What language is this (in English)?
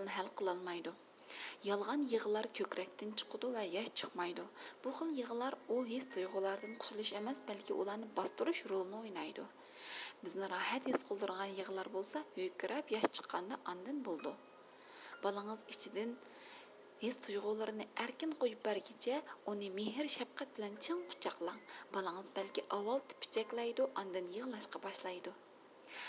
Uyghur